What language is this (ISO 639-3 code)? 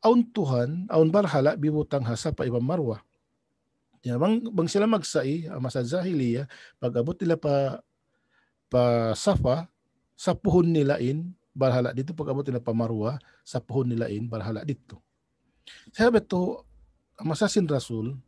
tsg